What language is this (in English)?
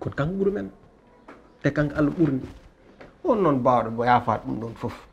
Fula